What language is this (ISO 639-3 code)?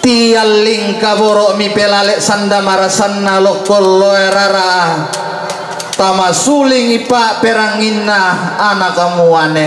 sda